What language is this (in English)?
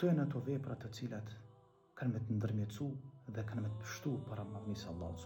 Albanian